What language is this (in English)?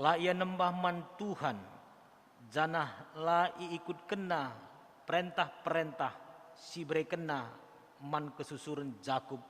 Batak Karo